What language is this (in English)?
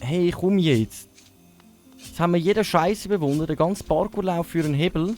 Swiss German